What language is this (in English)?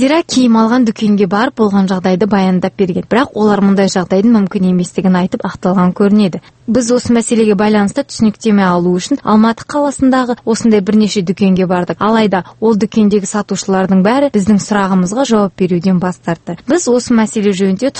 Kazakh